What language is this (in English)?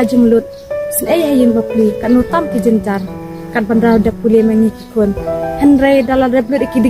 Khasi